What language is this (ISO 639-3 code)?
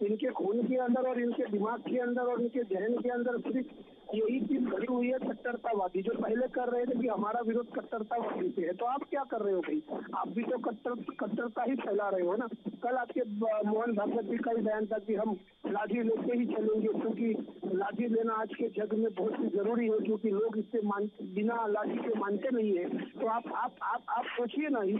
hin